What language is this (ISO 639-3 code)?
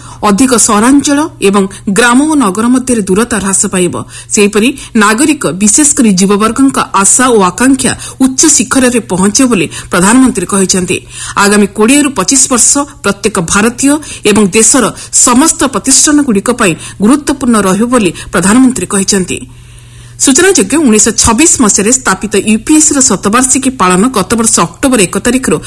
ori